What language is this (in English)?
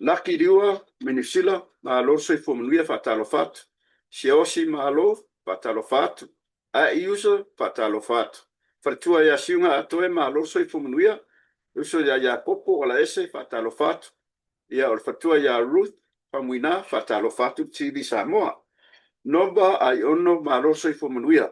Samoan